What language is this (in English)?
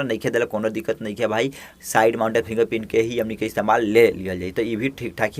Bhojpuri